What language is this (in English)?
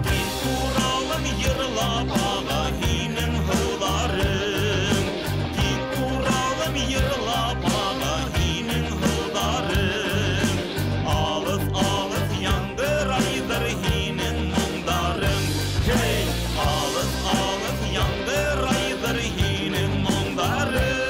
Bashkir